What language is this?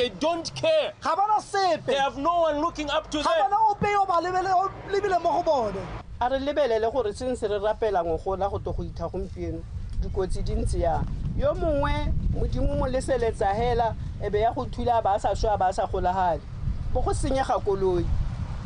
Tswana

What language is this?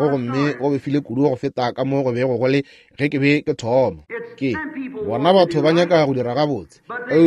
Northern Sotho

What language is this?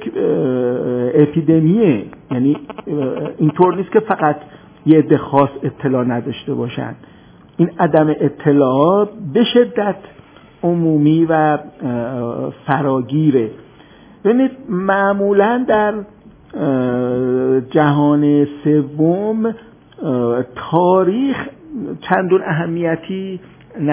Persian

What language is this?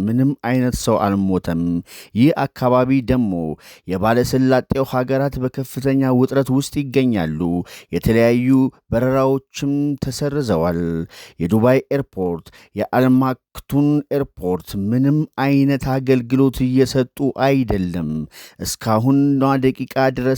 Amharic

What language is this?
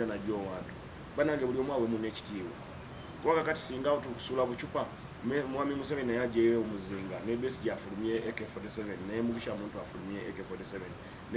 Ganda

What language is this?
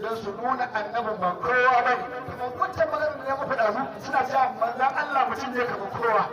Hausa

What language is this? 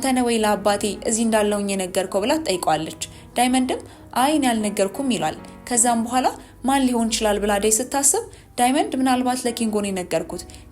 Amharic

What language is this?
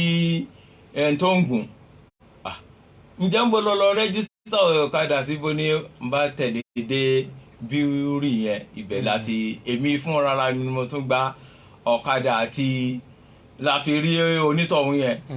Yoruba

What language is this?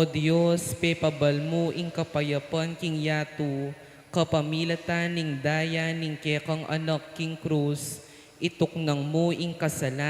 Pampanga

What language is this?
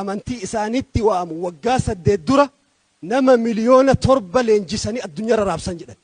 Oromo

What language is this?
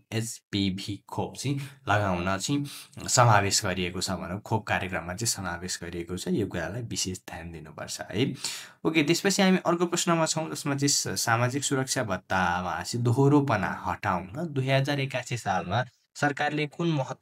Nepali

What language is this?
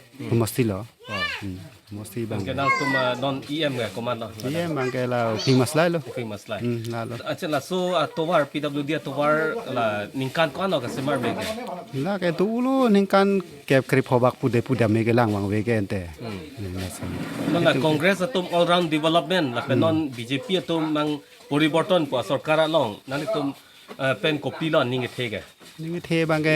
Karbi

